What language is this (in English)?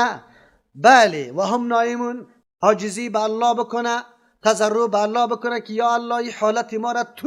Persian